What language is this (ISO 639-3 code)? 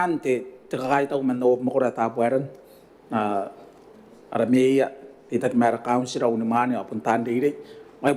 gil